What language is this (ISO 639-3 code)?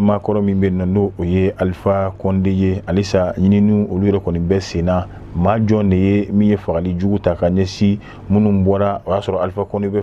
bam